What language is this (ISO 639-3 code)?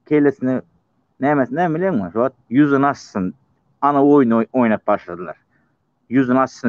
tuk